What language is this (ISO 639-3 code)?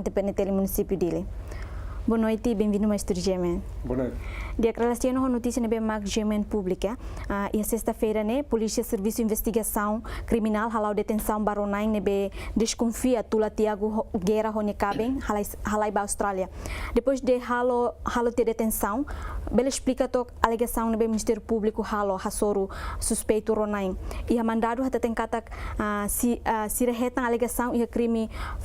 tet